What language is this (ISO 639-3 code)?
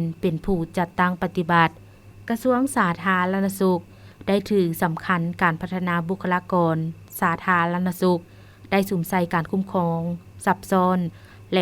lao